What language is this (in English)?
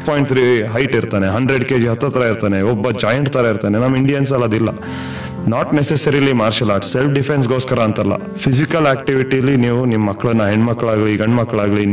Kannada